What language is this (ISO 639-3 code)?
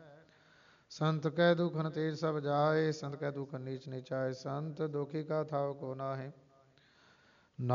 pan